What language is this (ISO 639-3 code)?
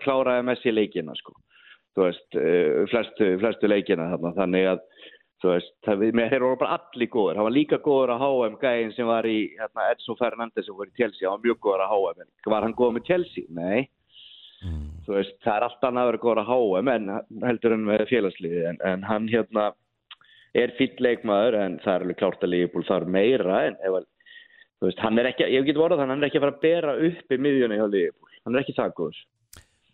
isl